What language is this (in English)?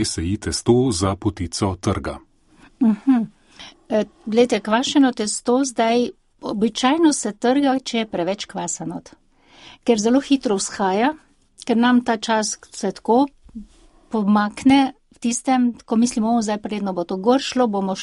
Slovenian